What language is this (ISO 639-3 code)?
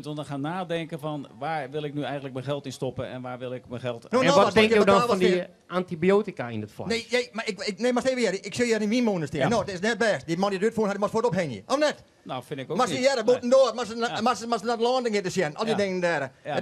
fry